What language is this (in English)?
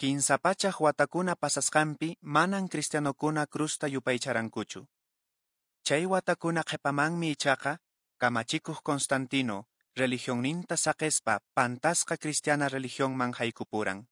Quechua